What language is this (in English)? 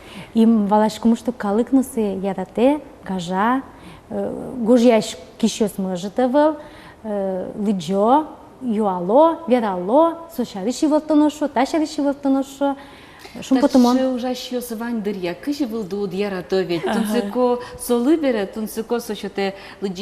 Udmurt